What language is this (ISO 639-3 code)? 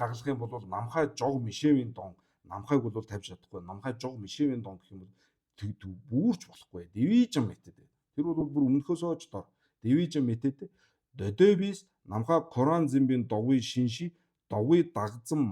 mon